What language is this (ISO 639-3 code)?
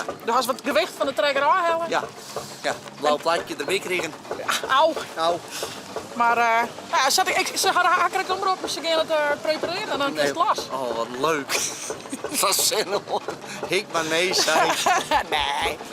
fry